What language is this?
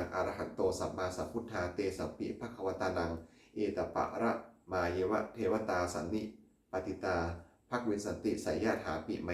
Pali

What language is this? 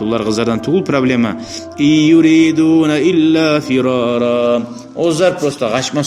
Kumyk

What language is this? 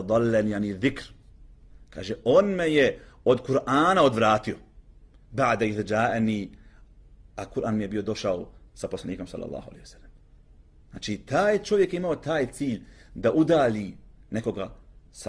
Bosnian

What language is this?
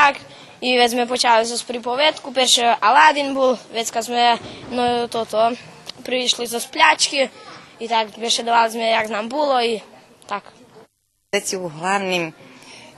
Rusyn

